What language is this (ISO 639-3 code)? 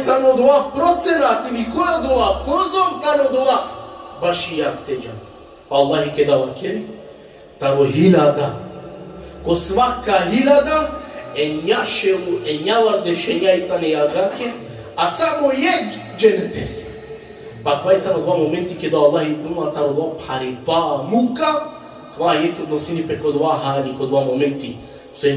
rmn